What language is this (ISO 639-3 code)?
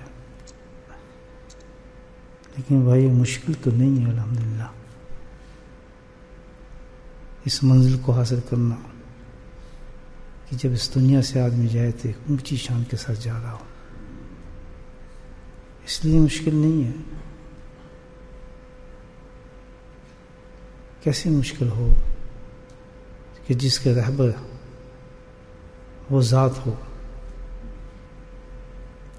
urd